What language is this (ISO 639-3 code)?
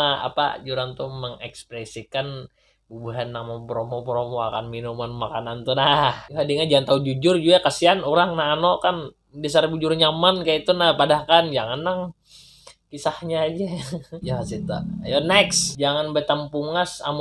bjn